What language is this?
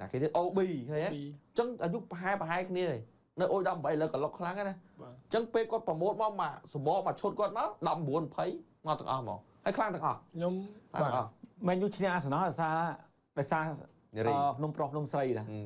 Khmer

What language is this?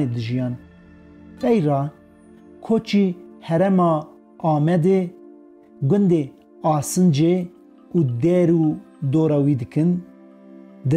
Kurdish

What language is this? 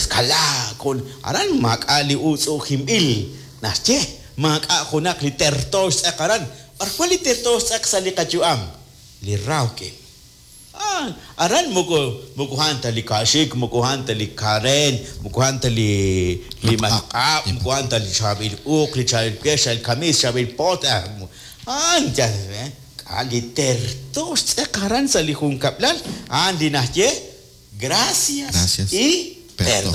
Kekchí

